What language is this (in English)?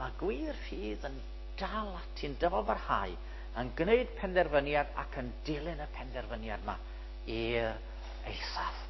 Welsh